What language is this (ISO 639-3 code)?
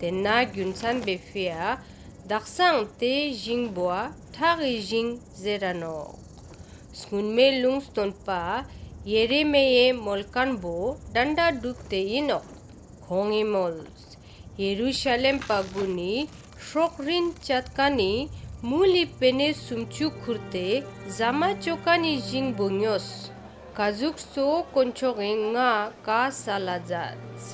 lbj